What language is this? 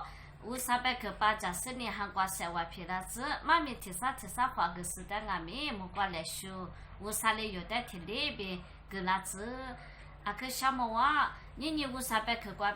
Lisu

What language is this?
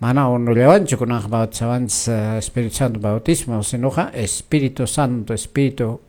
Quechua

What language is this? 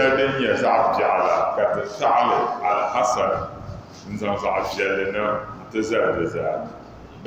Dagbani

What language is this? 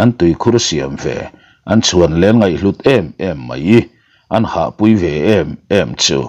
Mizo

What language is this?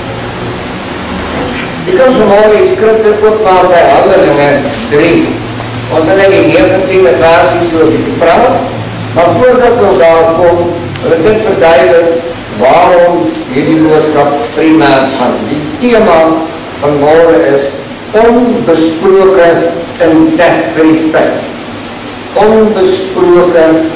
Afrikaans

